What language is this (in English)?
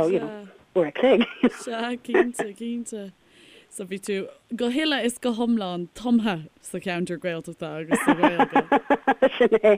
Irish